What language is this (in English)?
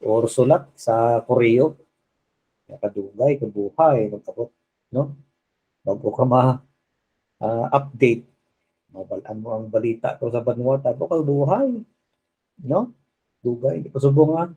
Hiligaynon